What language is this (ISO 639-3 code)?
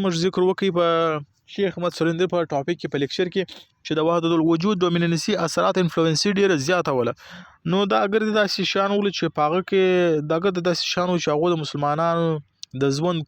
pus